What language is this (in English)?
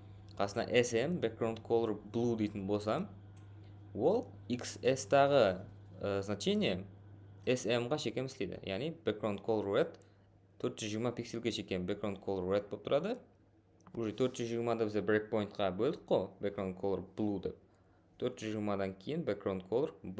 Kara-Kalpak